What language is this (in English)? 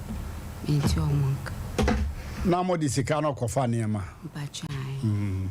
Akan